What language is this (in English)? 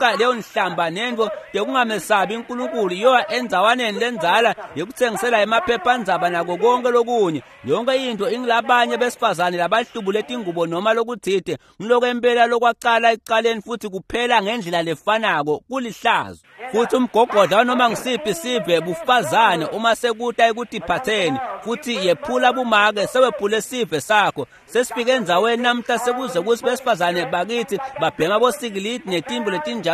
Swati